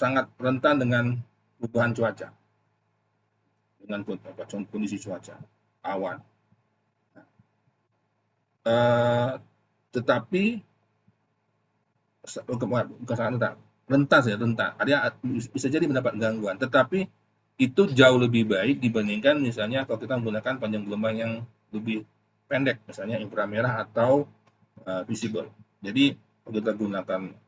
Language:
Indonesian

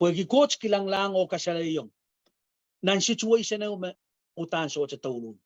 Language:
Pohnpeian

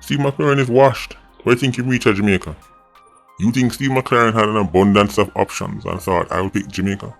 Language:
Jamaican Creole English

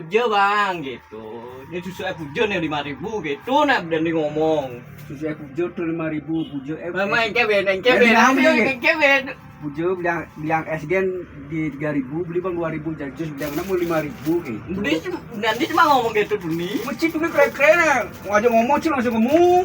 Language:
Balinese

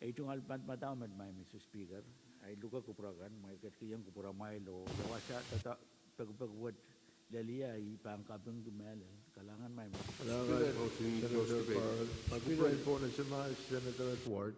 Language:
Pohnpeian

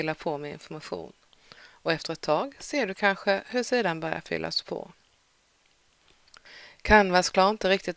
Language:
Swedish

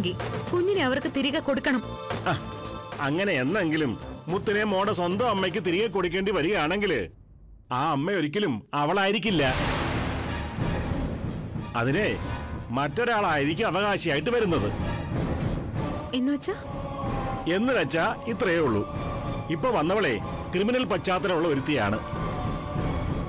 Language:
Malayalam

